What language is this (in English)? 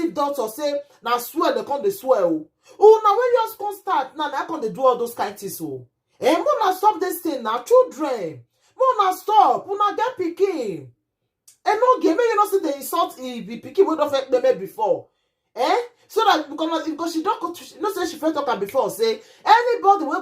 Nigerian Pidgin